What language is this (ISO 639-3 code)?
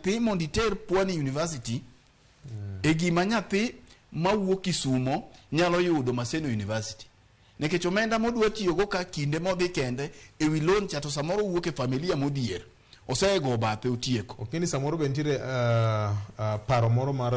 luo